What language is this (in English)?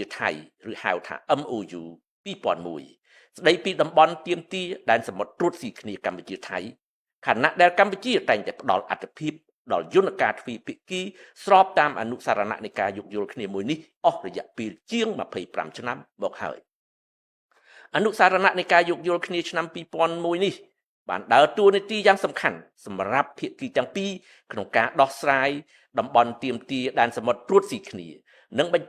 Khmer